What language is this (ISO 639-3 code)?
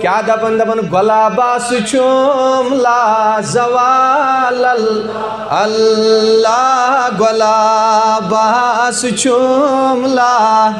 kas